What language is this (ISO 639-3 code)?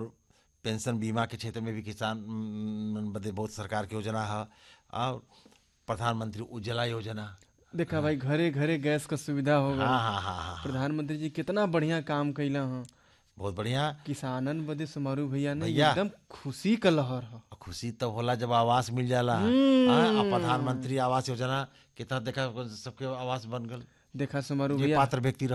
bho